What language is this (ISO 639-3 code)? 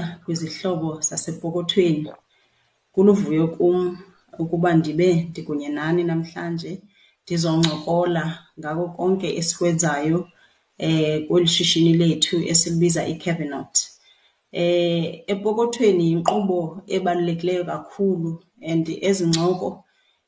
xho